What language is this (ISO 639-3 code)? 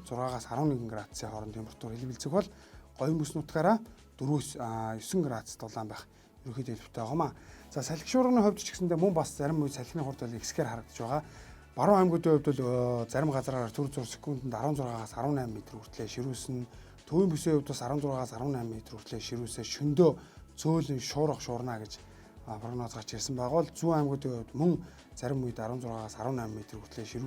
mon